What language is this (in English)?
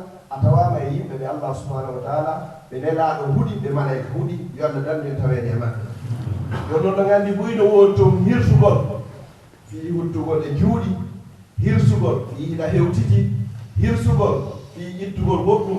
Fula